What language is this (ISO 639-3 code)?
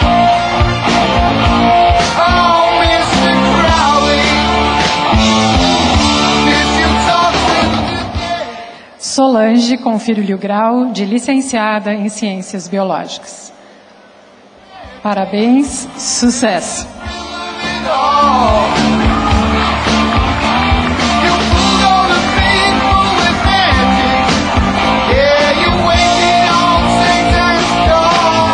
por